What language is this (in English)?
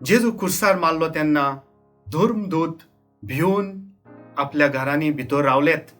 Konkani